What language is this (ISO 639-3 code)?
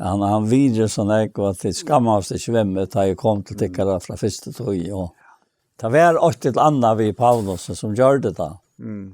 fao